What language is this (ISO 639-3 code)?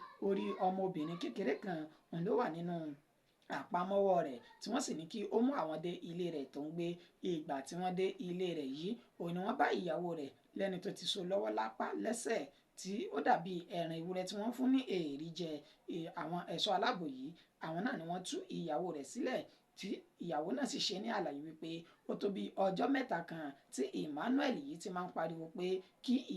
yor